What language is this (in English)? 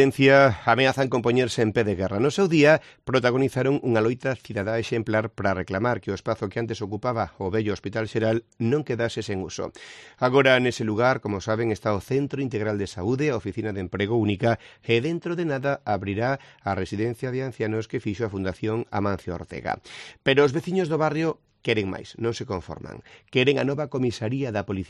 Galician